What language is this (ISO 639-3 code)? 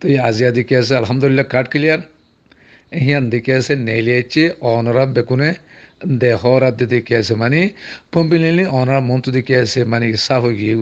rhg